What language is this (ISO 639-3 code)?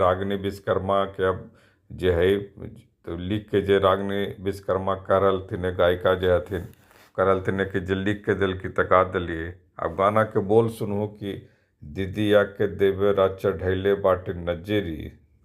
mag